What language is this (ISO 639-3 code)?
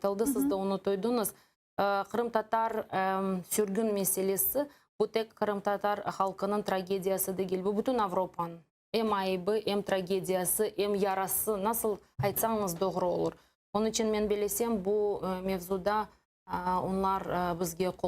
crh